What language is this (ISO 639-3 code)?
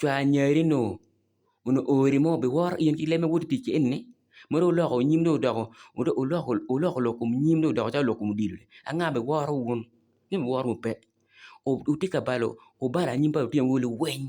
ach